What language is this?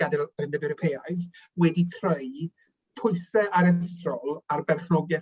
Welsh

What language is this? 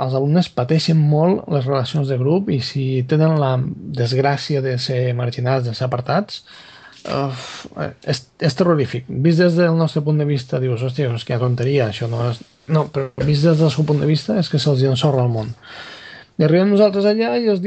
Catalan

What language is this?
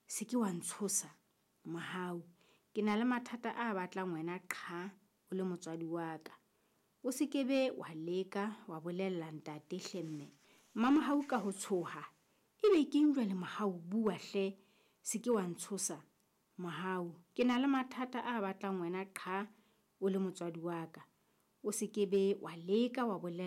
Southern Sotho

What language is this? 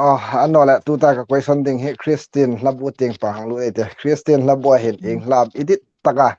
Hmar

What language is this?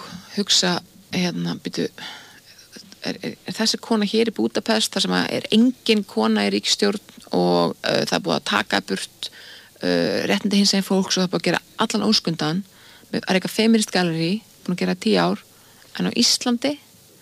Icelandic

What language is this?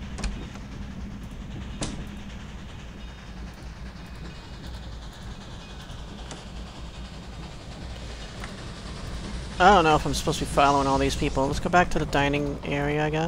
English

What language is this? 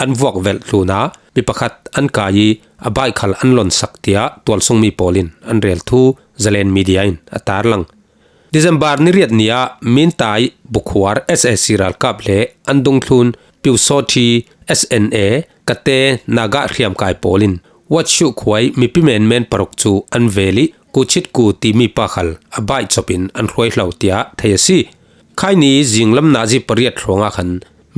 Falam Chin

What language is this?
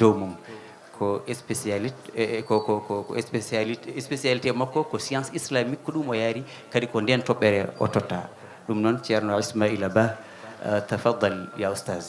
Fula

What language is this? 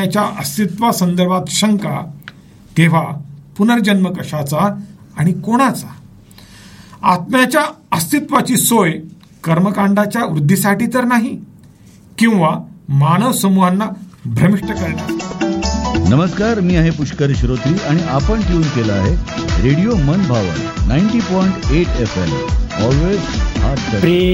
Marathi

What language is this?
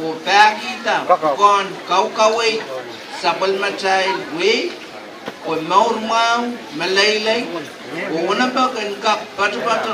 Pohnpeian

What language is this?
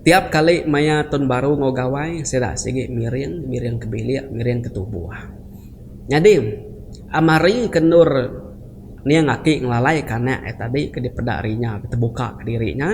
Iban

